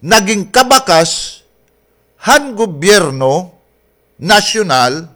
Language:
Waray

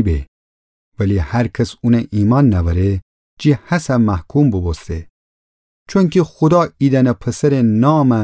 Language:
Gilaki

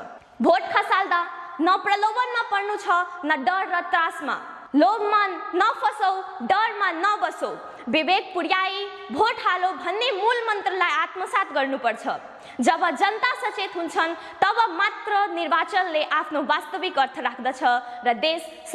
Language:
Nepali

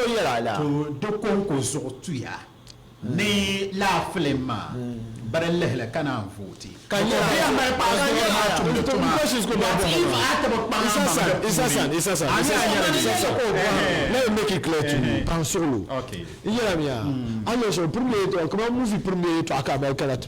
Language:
Dagbani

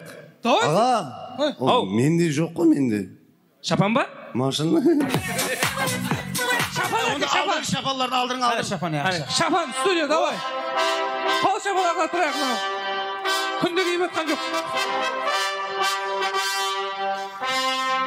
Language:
Kazakh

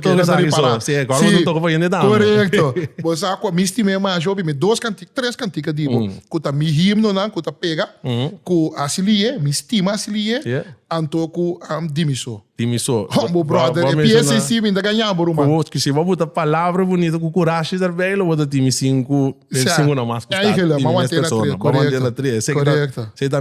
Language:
Papiamento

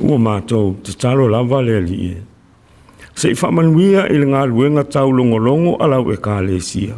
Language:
Samoan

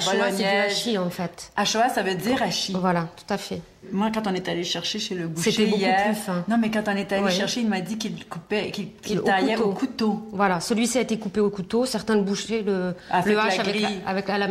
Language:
French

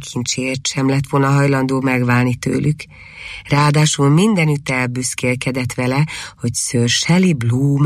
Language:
Hungarian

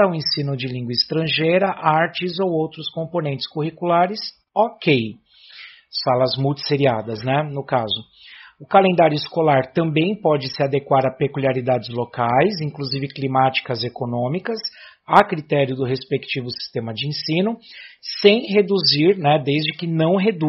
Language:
Portuguese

